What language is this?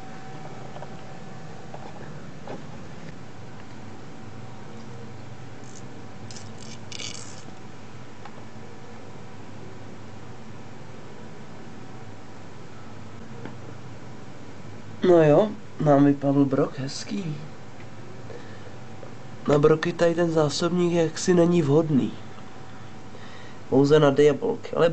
Czech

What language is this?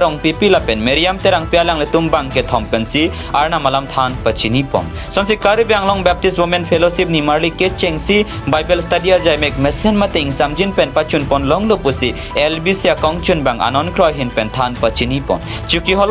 Karbi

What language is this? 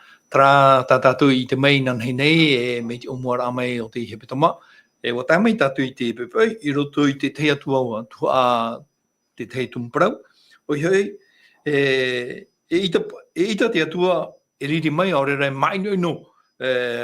Tahitian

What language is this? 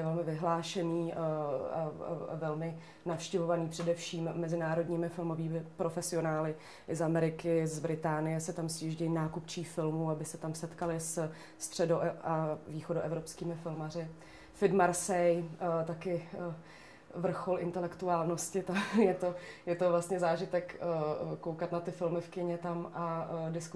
Czech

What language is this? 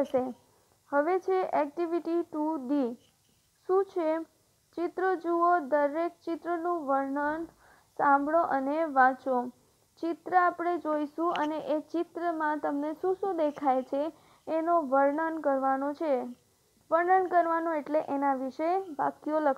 Gujarati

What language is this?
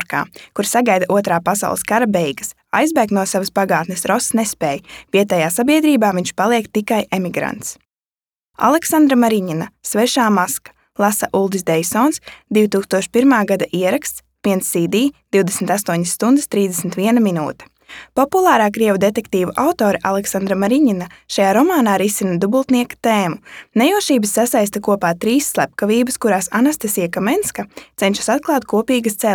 Latvian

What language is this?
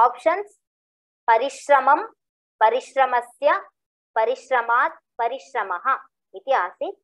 Sanskrit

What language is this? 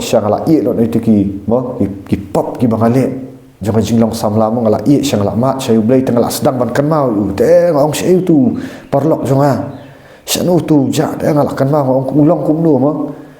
Khasi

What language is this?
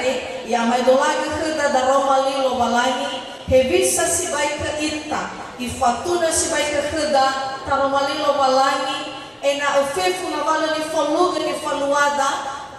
Nias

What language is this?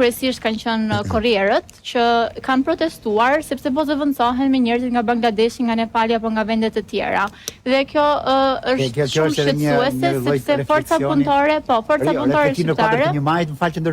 Albanian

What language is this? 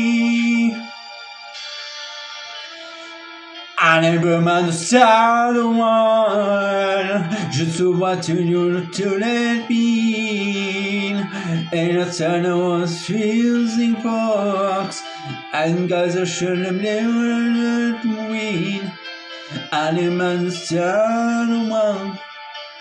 English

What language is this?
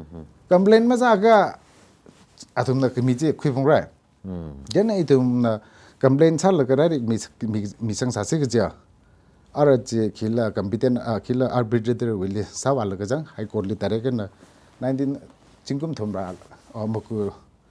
Tangkhul Naga (India)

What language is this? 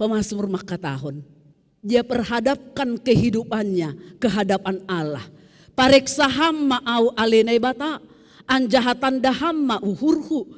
Batak Simalungun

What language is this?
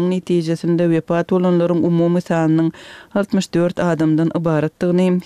Turkmen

